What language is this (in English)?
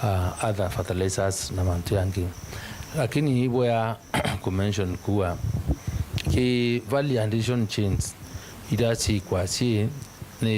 Meru